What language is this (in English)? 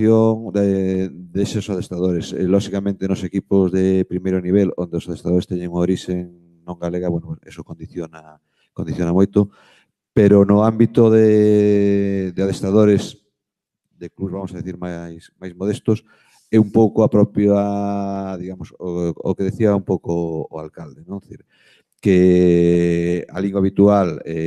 Galician